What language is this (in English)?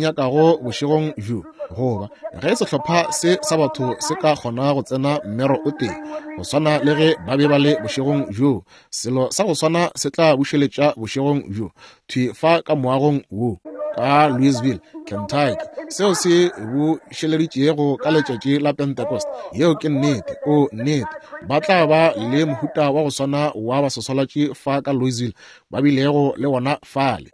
Northern Sotho